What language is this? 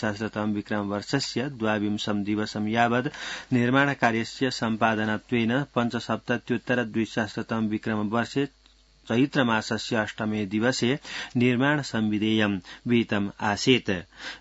Sanskrit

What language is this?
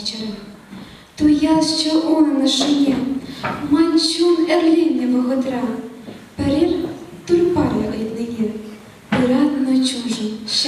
Chuvash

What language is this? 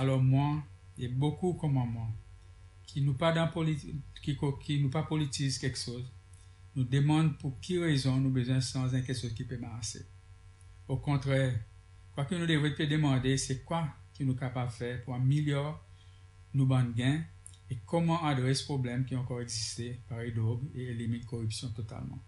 Seselwa Creole French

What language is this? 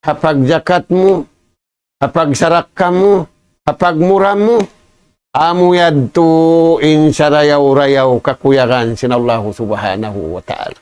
Tausug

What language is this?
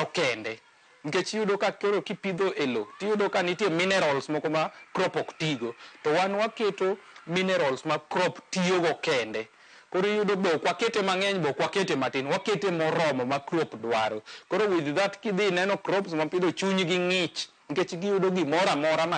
Luo (Kenya and Tanzania)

